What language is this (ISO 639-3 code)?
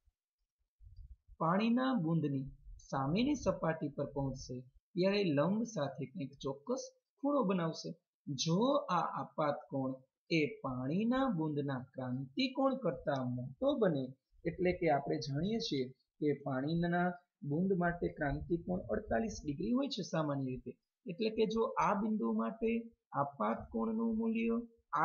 guj